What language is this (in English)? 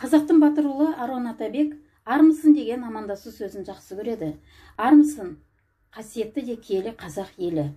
Kazakh